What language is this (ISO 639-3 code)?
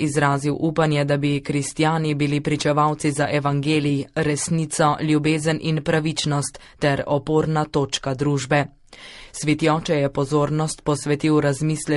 slv